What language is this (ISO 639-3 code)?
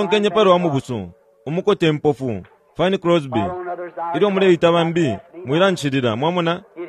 bem